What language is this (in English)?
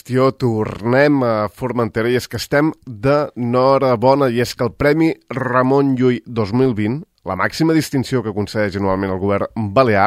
Catalan